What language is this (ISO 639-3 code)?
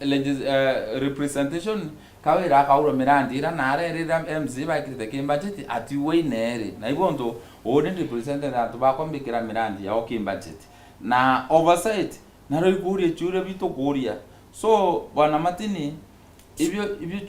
mer